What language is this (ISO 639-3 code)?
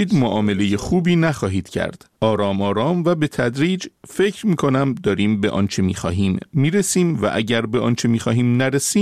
fas